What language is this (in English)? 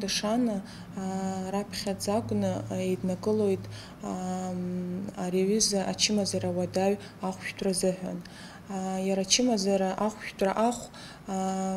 Abkhazian